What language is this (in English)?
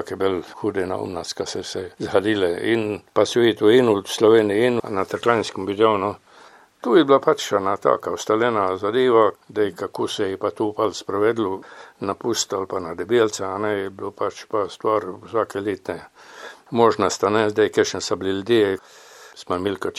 Slovenian